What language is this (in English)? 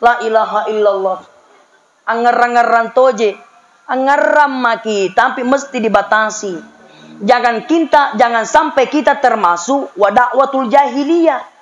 Makasar